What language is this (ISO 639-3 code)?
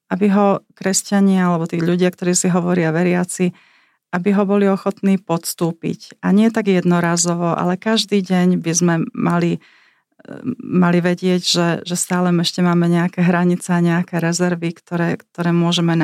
slk